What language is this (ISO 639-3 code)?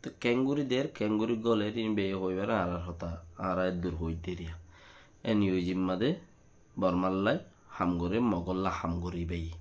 rhg